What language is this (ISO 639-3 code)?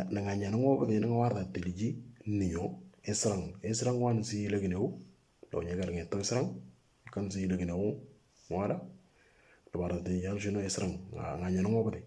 mor